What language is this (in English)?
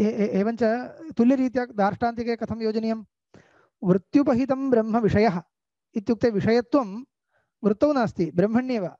Sanskrit